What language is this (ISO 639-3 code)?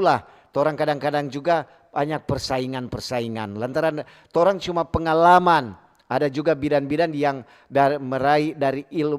xmm